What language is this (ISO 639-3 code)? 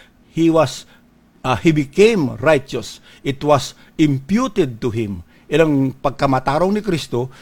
hil